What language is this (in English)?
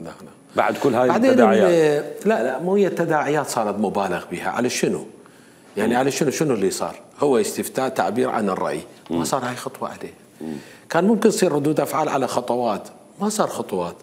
Mesopotamian Arabic